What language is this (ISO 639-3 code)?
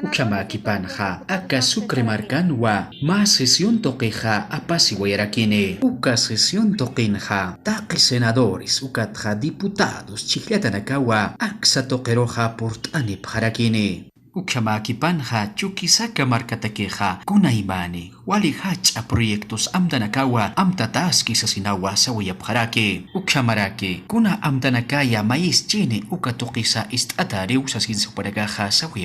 aym